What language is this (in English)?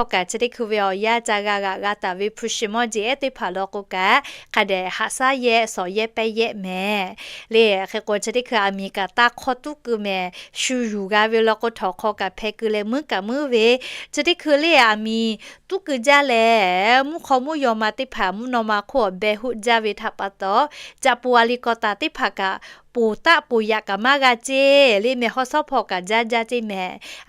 Lahu